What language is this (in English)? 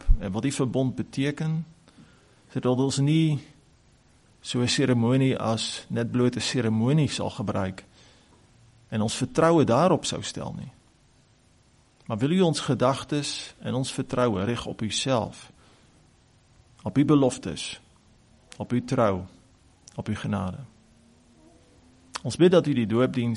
Afrikaans